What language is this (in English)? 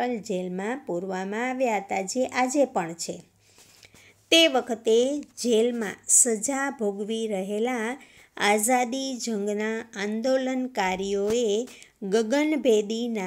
Gujarati